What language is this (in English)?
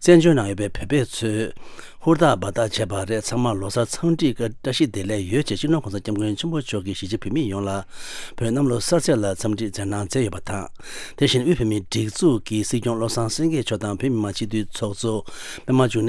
Tibetan